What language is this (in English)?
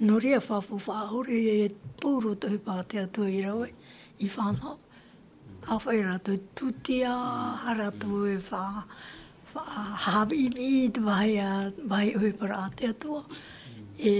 Tahitian